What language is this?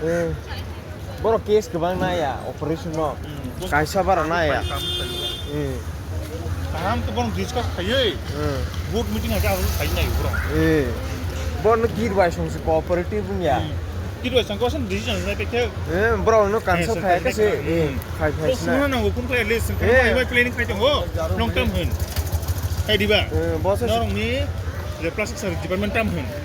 Kok Borok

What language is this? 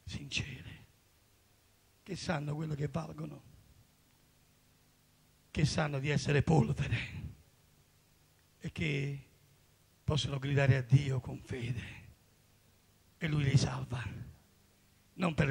Italian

